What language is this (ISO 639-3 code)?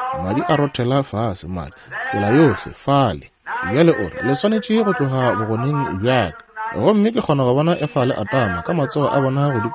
nso